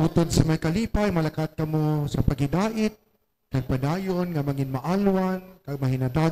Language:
Hiligaynon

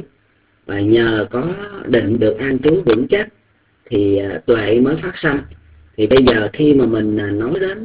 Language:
Vietnamese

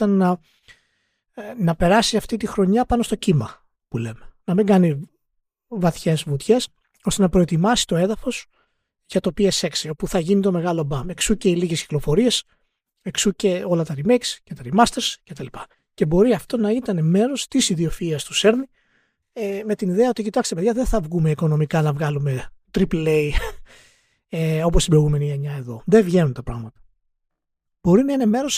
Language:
Greek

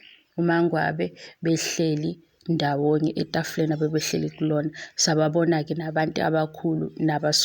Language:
Zulu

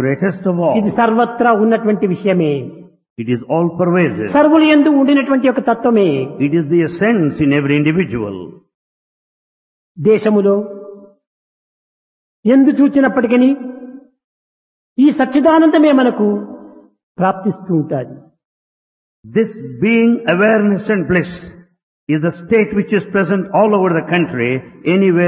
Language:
Telugu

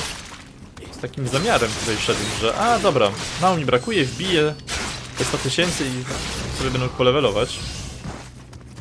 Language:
Polish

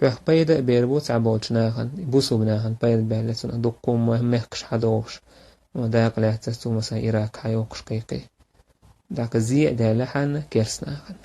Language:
Chechen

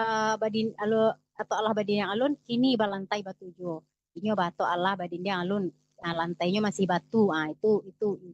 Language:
Minangkabau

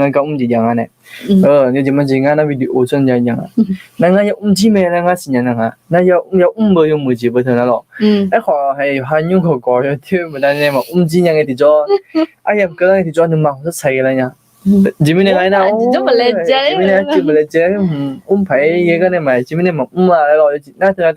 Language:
Akha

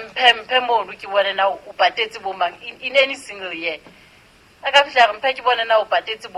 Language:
Southern Sotho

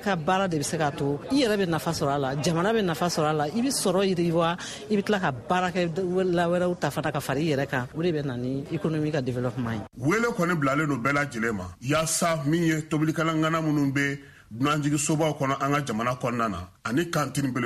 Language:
Bambara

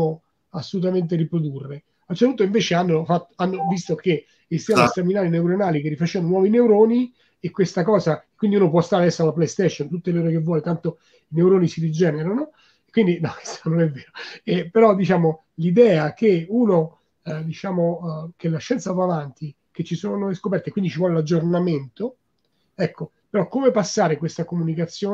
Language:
Italian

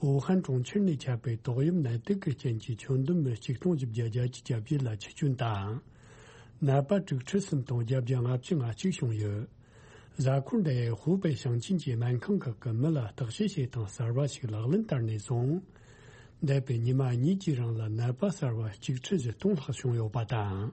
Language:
Tibetan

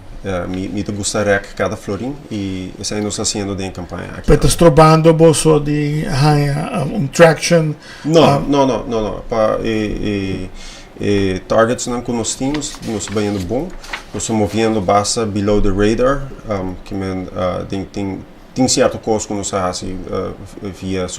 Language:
Papiamento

